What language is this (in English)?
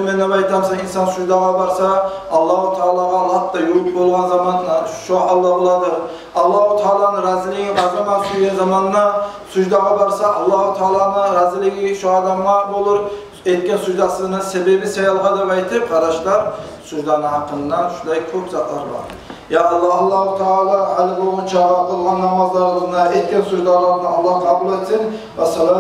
Kumyk